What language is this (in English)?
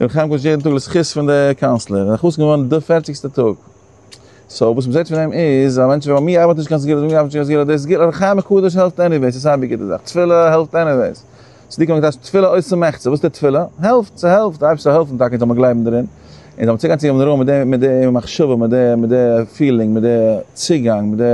Yiddish